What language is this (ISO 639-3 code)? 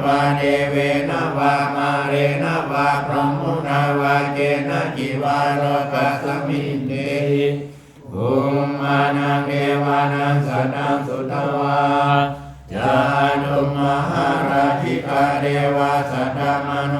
pli